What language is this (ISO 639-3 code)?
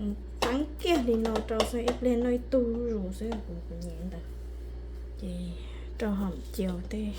hmn